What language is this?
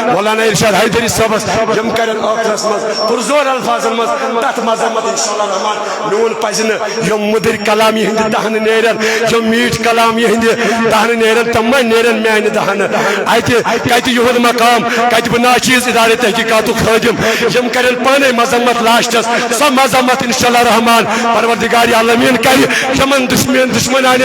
Kashmiri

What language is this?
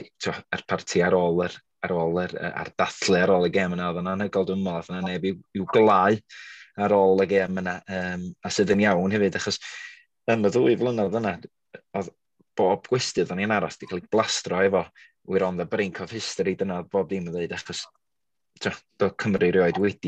Welsh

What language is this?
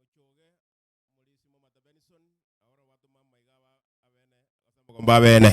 Gusii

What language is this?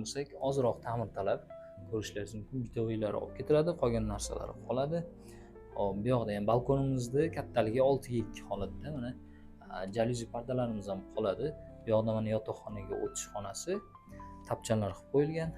Uzbek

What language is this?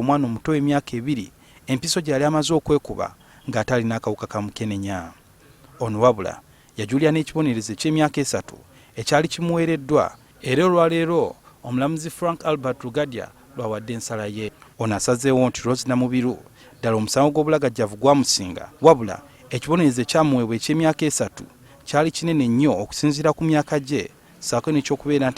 Ganda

